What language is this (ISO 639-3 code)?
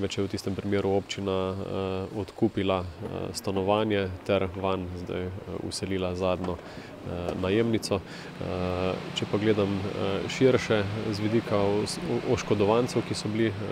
slv